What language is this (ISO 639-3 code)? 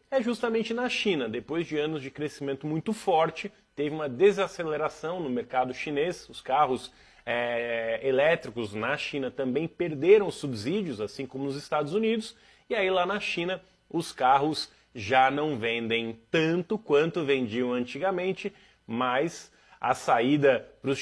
por